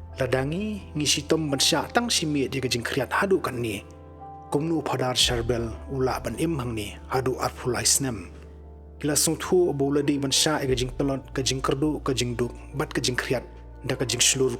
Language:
Khasi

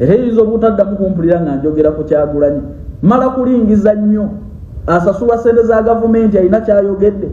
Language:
Ganda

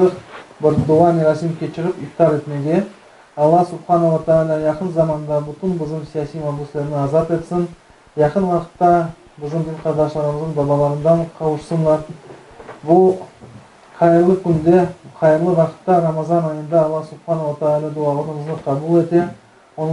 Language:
Crimean Tatar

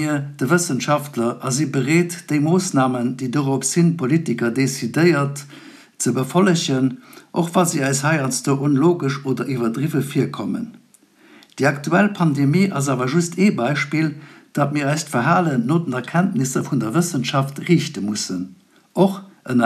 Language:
Luxembourgish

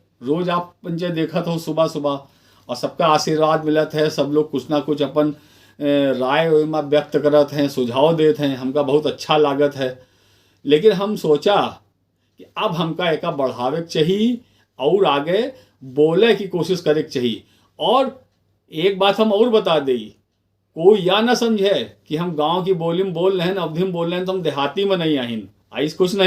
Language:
Awadhi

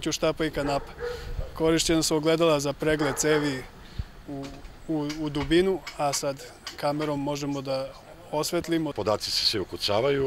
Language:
Serbian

